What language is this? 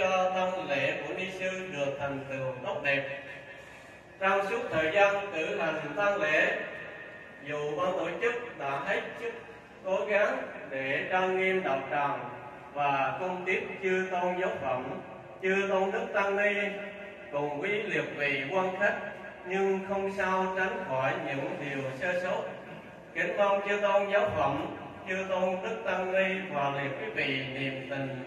Vietnamese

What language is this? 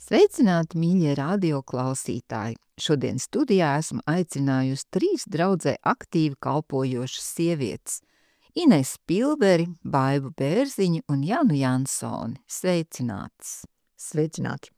Latvian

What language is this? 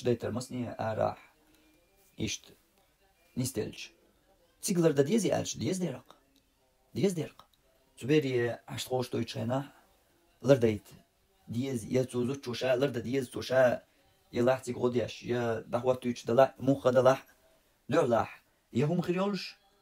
Chechen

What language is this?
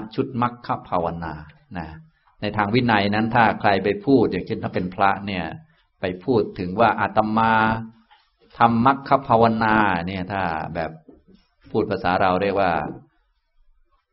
Thai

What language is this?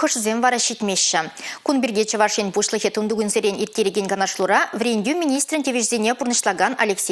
Chuvash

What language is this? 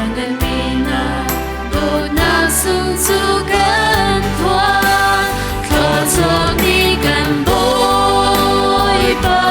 Hakha Chin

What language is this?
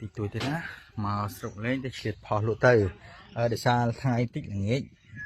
Khmer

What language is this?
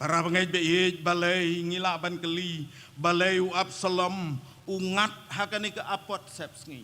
Khasi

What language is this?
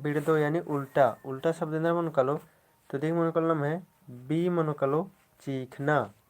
Kurukh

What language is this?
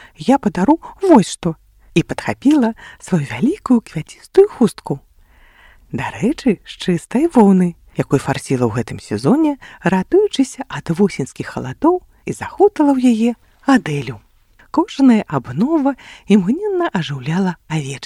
Belarusian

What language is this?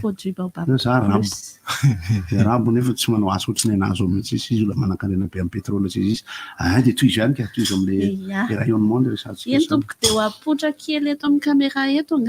Malagasy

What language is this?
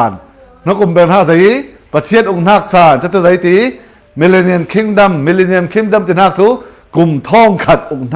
Falam Chin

